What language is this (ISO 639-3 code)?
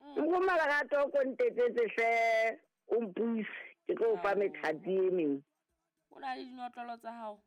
sot